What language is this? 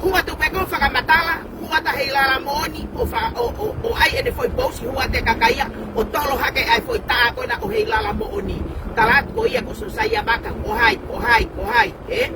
Tongan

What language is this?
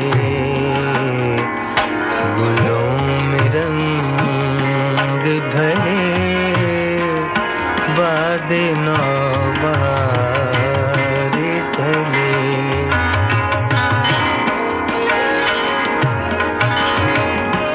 Hindi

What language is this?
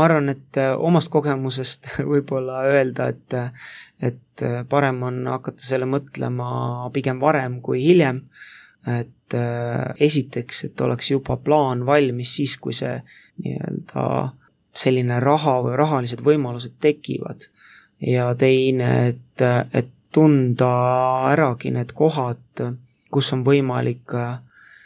Estonian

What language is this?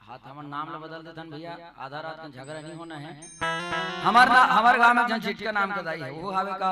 Chhattisgarhi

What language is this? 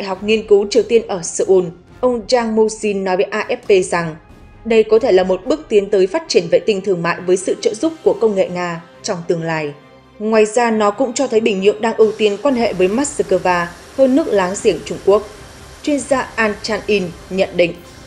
Vietnamese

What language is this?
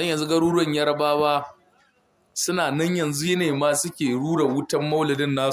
Hausa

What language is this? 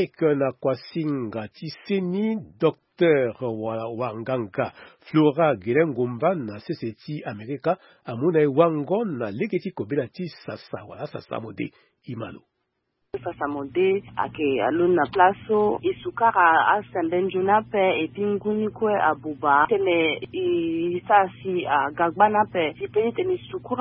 Sango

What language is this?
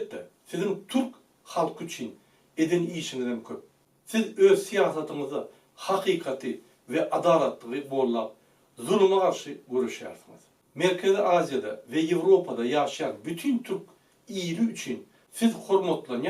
Turkmen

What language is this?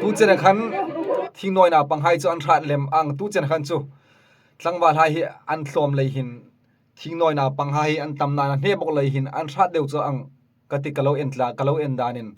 Hmar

